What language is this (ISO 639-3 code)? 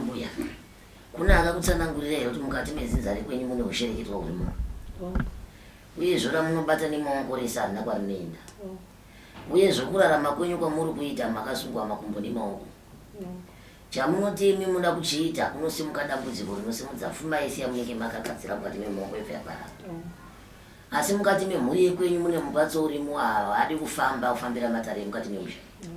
sna